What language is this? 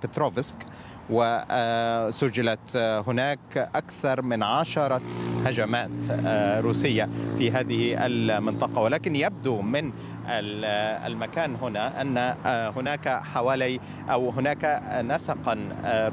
Arabic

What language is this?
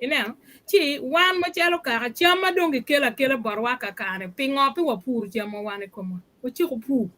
Acoli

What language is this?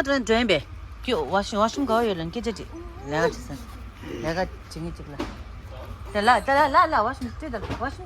Tibetan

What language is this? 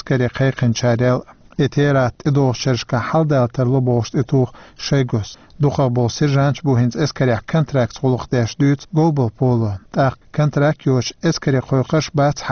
Chechen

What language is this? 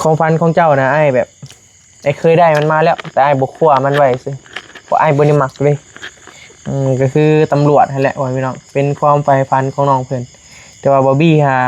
Northeastern Thai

